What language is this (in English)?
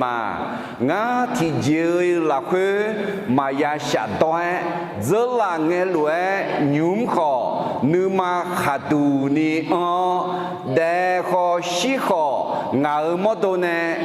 Akha